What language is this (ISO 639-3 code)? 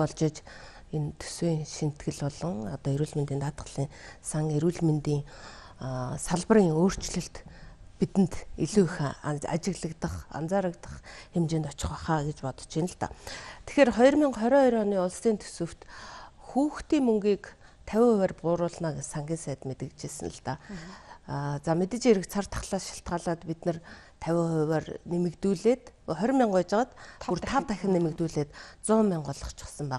mon